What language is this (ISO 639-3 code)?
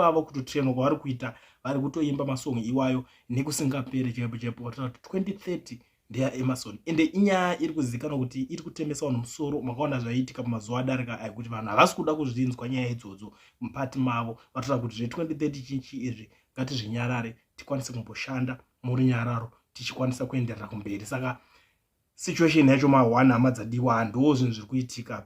sna